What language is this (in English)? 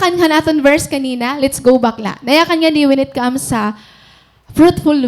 Waray